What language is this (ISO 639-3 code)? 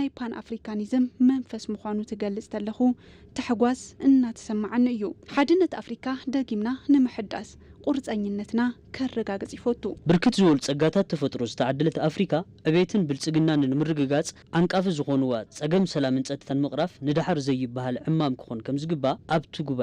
tir